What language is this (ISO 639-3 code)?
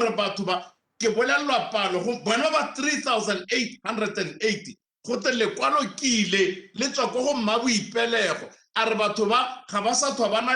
tsn